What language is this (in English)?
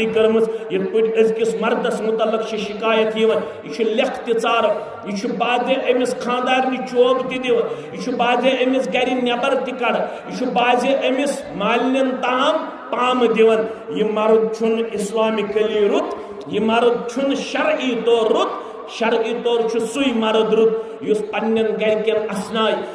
Kashmiri